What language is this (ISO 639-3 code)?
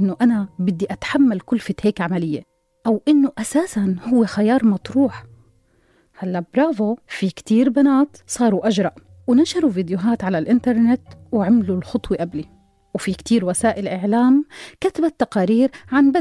apc